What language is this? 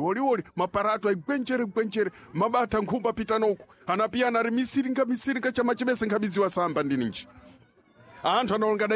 Sena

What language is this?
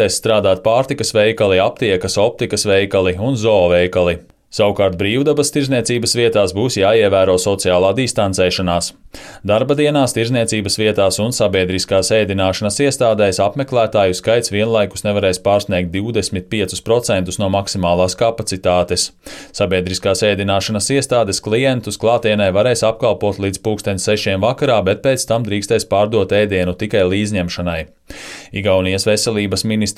Latvian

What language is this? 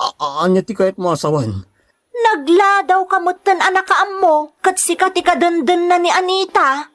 Iloko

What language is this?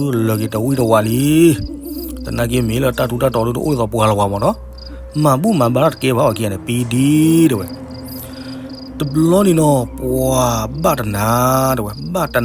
S'gaw Karen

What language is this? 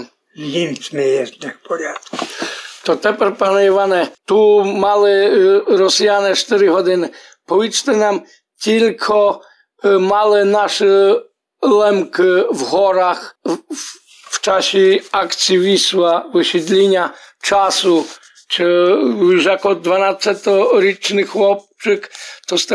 Rusyn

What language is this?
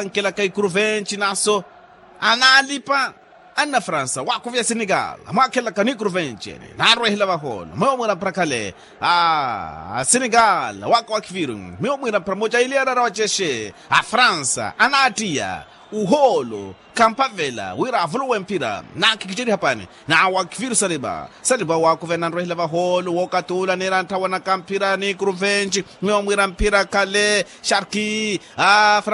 Makhuwa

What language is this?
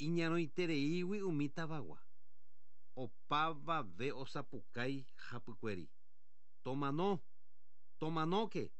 Guarani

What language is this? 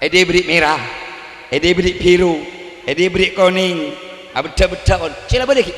Madurese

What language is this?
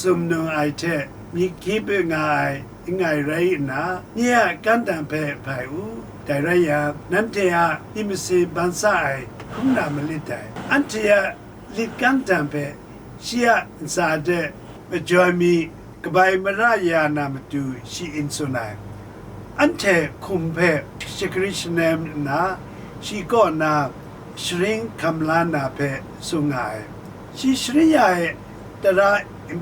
Kachin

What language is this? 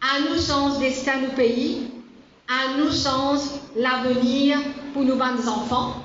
Morisyen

